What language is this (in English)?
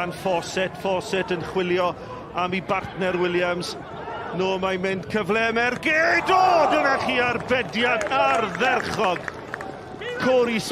Welsh